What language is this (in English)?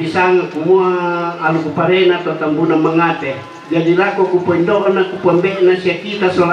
Toraja-Sa'dan